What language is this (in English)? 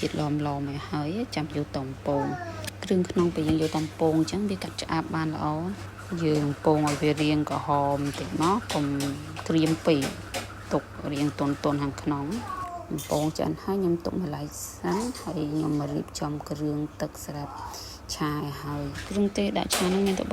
Khmer